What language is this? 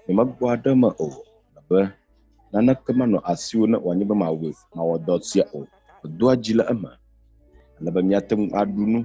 Ewe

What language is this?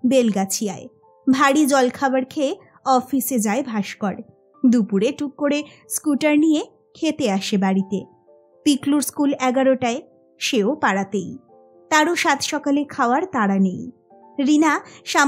Bangla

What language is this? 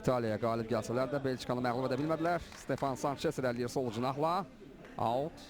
Azerbaijani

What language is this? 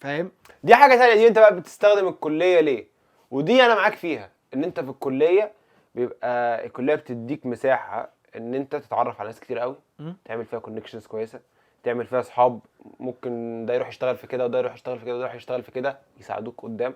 Egyptian Arabic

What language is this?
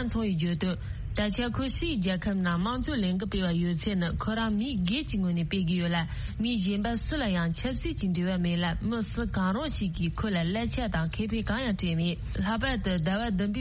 Tibetan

